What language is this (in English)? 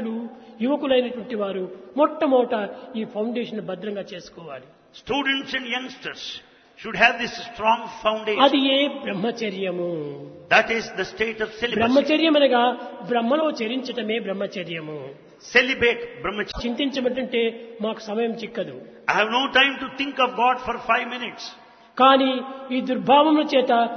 Telugu